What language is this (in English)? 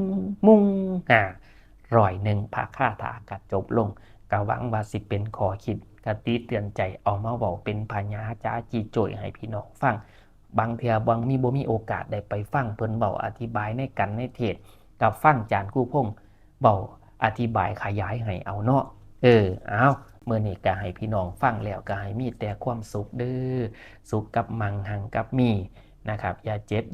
Northeastern Thai